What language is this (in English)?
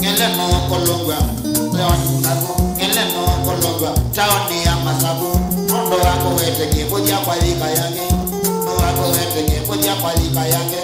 Kamba